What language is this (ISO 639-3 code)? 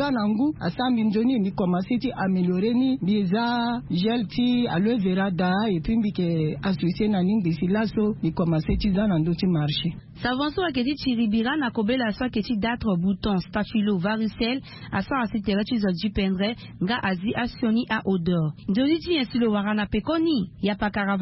sag